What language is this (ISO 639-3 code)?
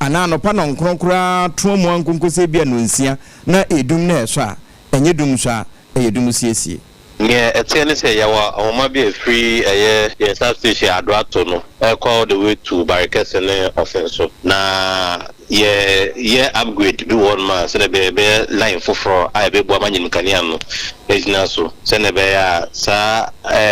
aka